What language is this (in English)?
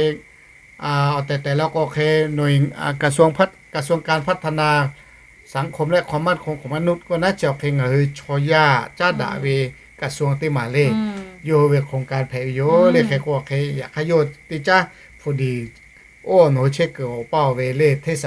Lahu